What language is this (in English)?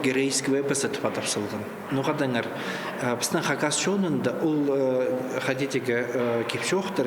Khakas